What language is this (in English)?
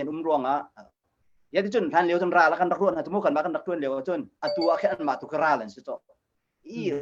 Hakha Chin